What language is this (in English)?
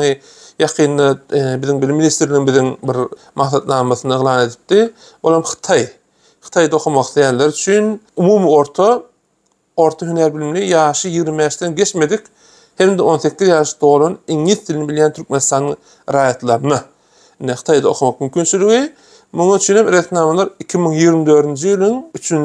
Turkmen